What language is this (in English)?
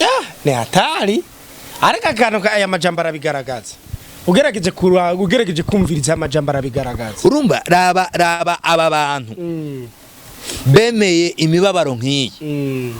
Rundi